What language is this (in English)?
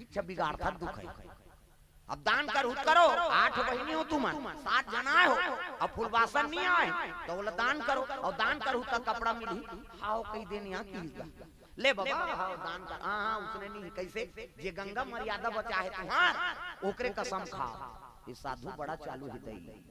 Chhattisgarhi